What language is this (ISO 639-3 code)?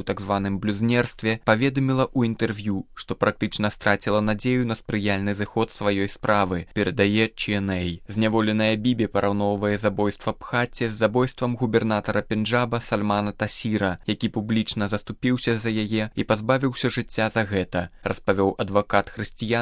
bel